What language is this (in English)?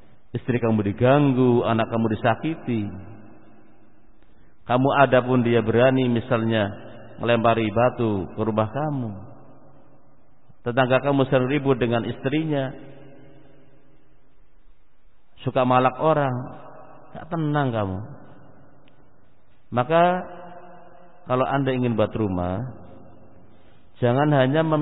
Indonesian